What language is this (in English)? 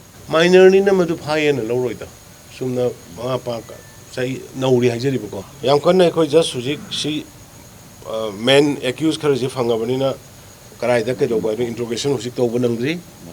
Manipuri